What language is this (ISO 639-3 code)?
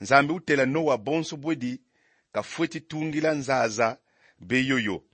kon